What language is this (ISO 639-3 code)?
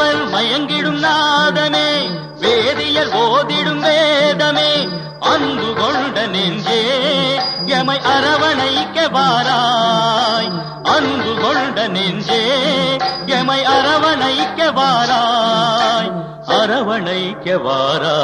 tam